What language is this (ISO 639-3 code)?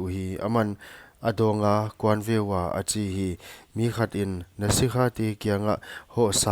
pck